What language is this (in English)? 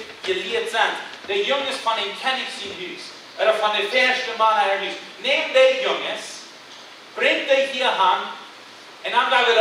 Plautdietsch